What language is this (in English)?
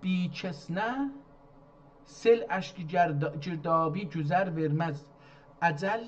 South Azerbaijani